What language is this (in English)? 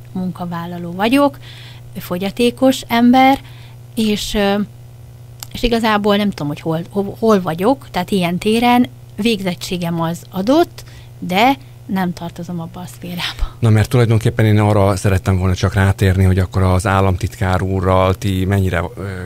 Hungarian